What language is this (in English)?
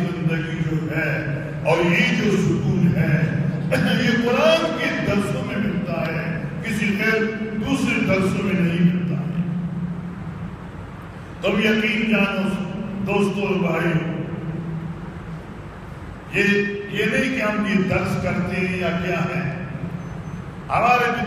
Urdu